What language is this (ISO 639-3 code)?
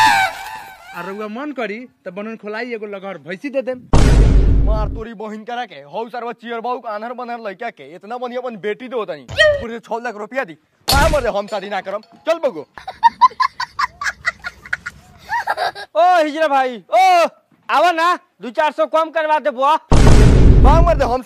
bho